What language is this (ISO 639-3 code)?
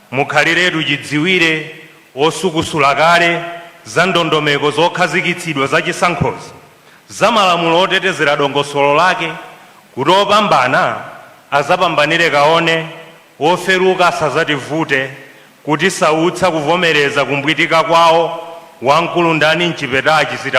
nya